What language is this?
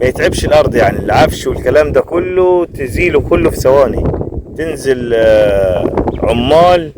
Egyptian Arabic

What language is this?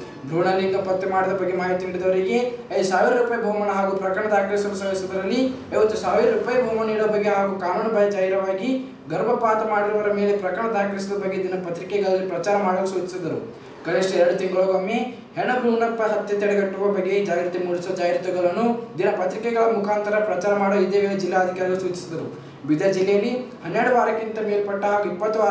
Kannada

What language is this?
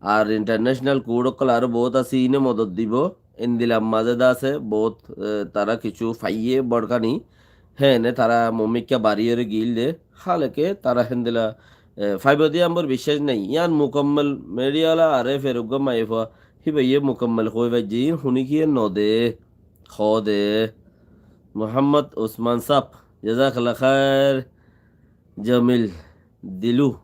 Rohingya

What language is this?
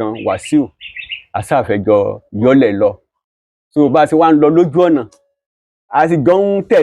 Yoruba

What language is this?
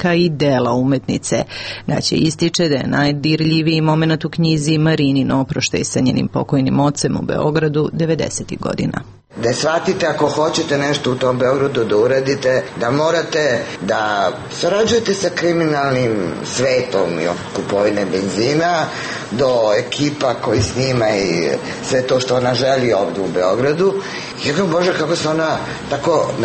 Serbian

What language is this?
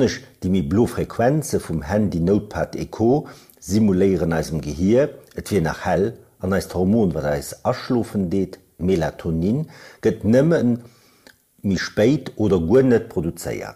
Luxembourgish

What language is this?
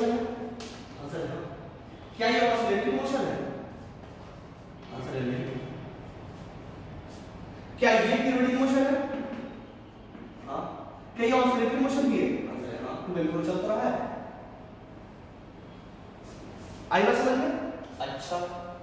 Hindi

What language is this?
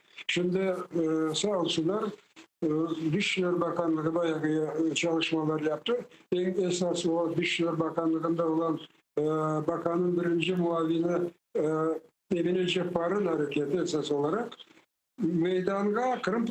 Crimean Tatar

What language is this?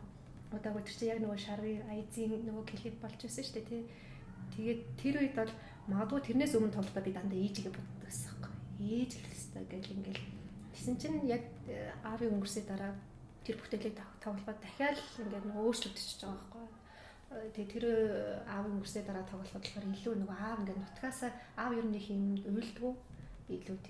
Mongolian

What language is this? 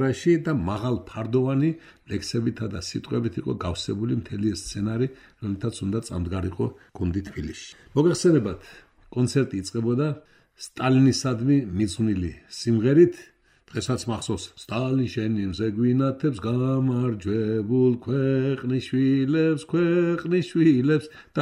Georgian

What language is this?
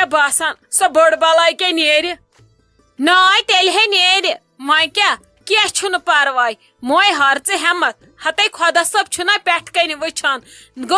Kashmiri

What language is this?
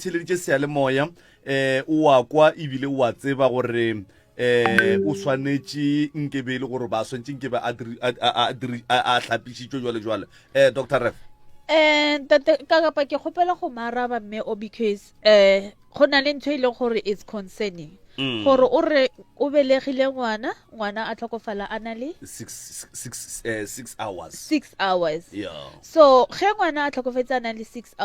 Northern Sotho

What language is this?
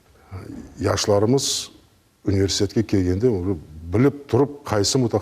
Crimean Tatar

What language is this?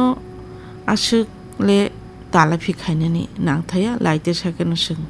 Kok Borok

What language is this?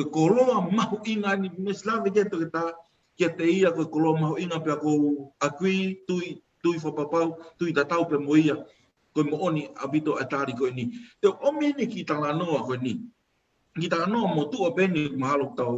Tongan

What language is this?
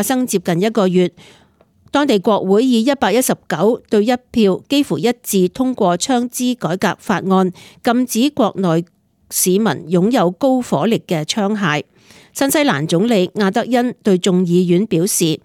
Cantonese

